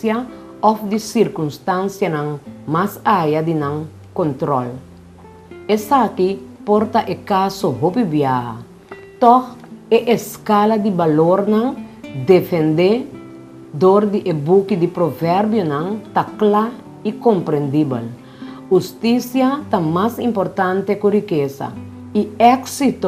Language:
Papiamento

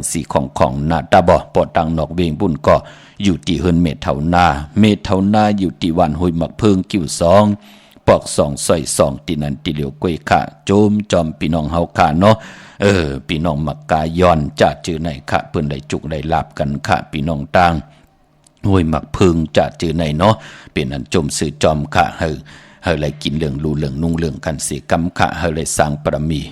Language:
Shan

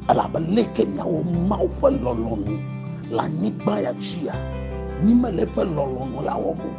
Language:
Ewe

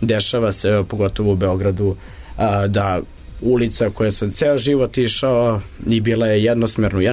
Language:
Serbian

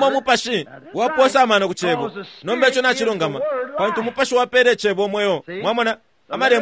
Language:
Bemba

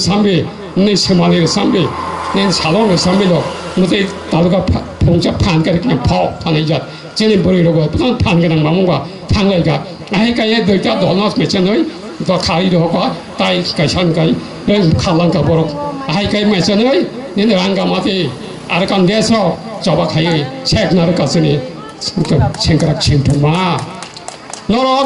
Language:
Kok Borok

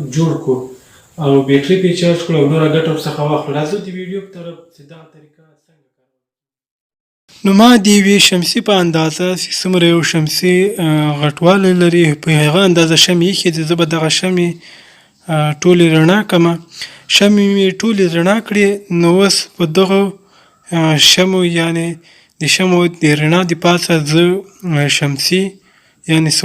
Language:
Pashto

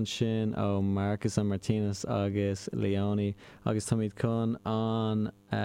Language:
Irish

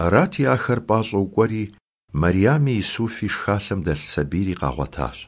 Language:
Kabardian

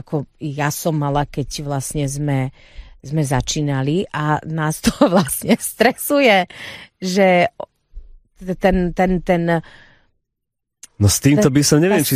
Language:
Slovak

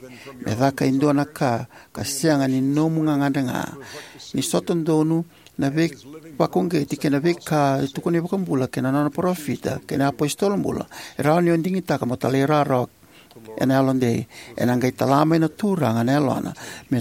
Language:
Fijian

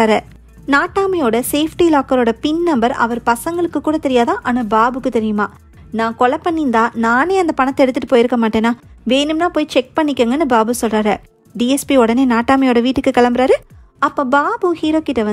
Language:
Tamil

